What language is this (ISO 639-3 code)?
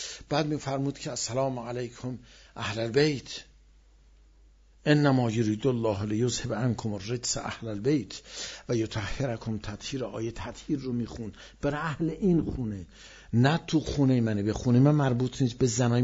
fas